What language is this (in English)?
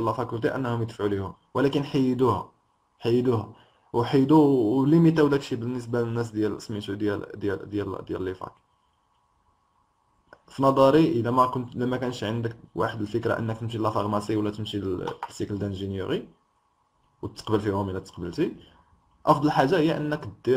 Moroccan Arabic